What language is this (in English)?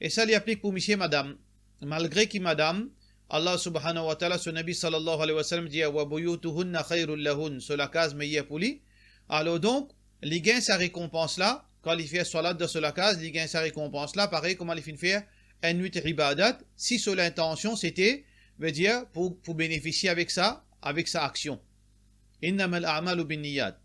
Morisyen